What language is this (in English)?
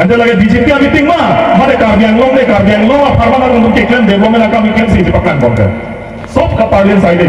Karbi